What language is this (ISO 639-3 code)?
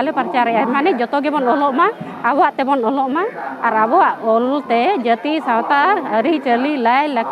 sat